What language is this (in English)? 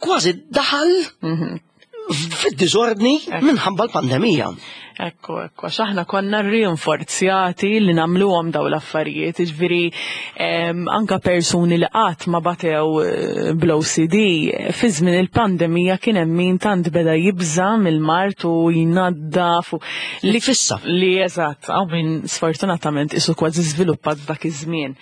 Maltese